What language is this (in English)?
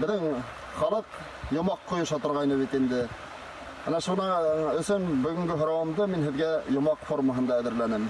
Bashkir